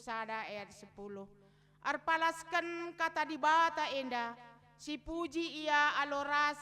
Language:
Batak Karo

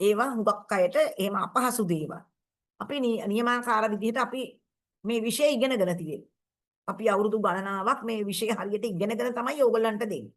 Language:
Sinhala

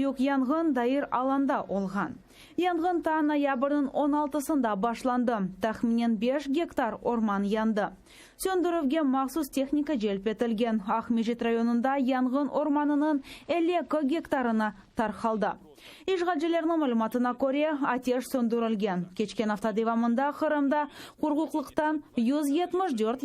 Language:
Crimean Tatar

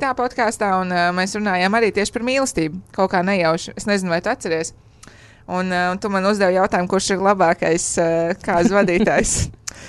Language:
Latvian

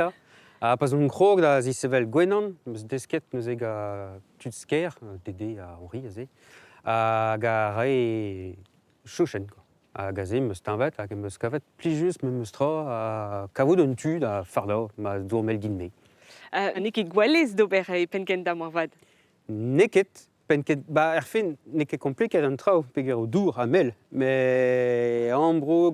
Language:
Breton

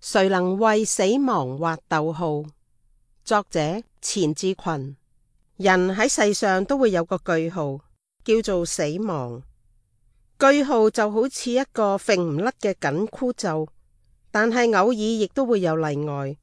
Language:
Cantonese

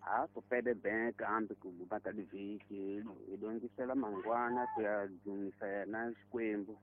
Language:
Tsonga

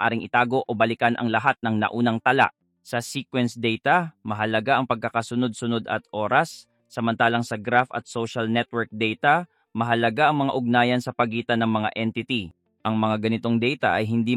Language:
Filipino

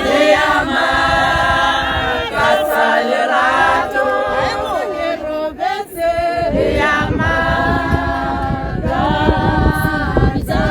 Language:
Tswana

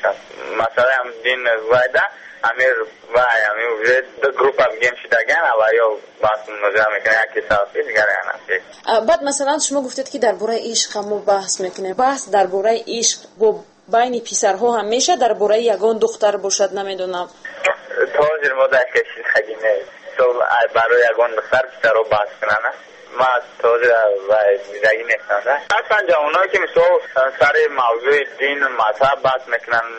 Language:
Tajik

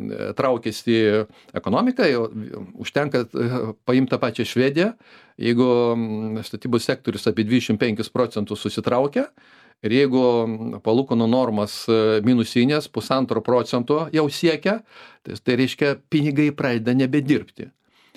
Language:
Lithuanian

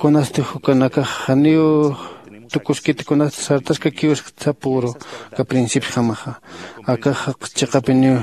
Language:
Aymara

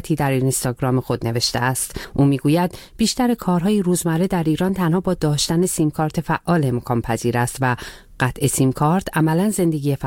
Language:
Persian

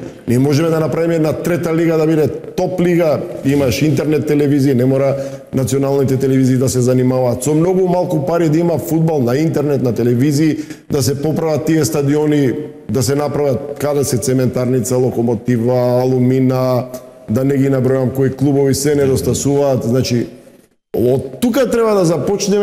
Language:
Macedonian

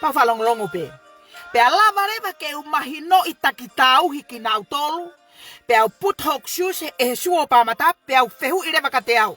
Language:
Tongan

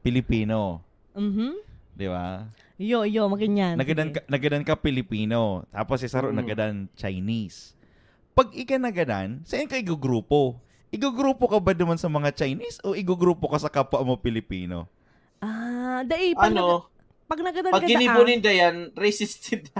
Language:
Bikol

